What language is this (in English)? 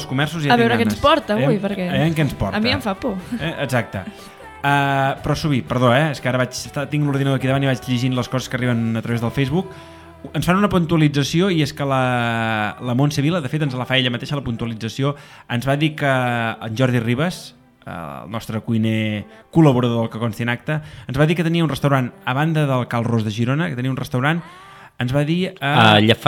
Catalan